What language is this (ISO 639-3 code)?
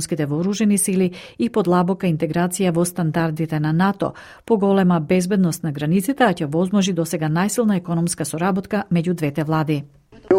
mkd